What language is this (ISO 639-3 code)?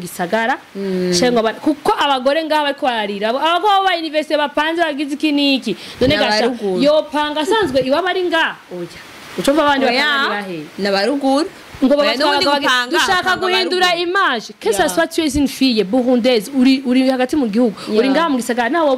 run